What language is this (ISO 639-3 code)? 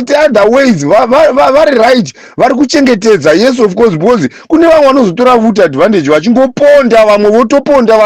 sna